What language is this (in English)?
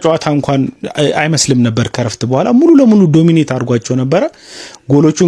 Amharic